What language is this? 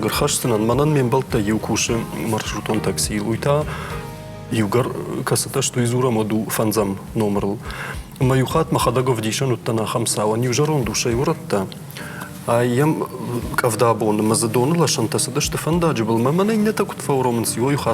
Ossetic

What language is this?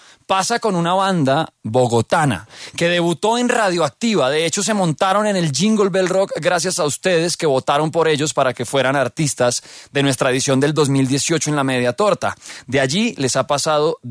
Spanish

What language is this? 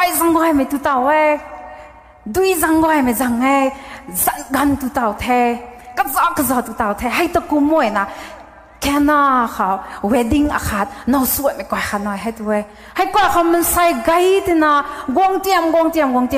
Rongmei Naga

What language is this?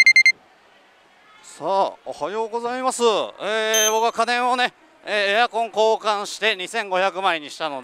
Japanese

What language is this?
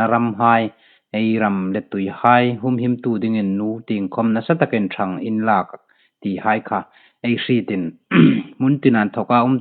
Hmar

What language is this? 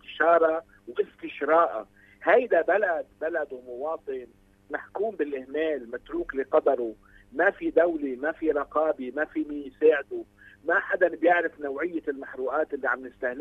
North Levantine Arabic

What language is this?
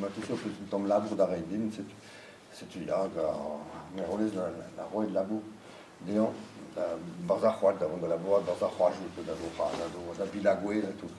Breton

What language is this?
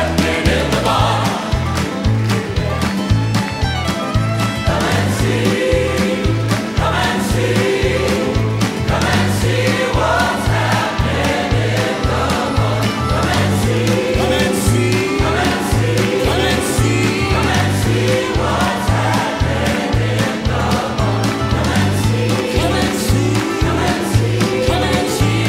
English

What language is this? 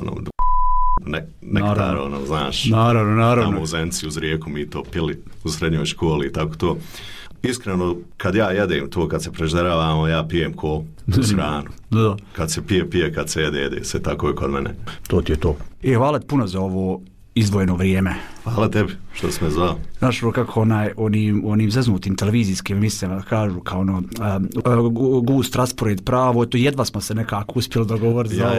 Bosnian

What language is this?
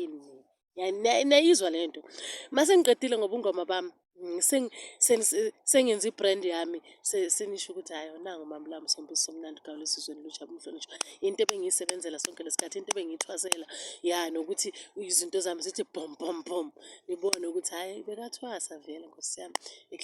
Zulu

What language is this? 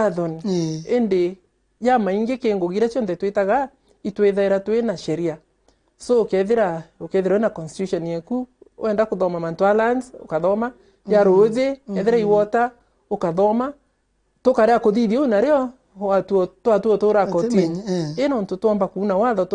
Meru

